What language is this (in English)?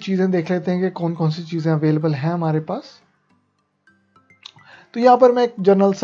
Hindi